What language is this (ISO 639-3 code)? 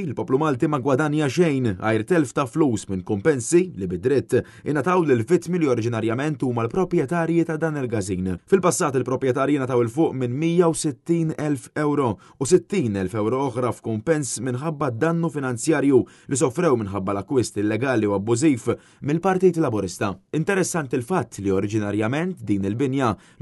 mlt